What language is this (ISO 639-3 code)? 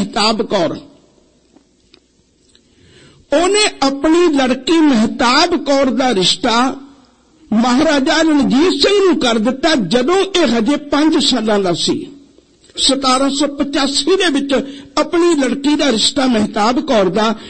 pan